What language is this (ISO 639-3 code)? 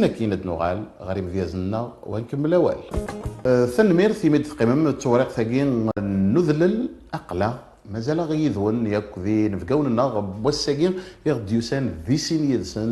kab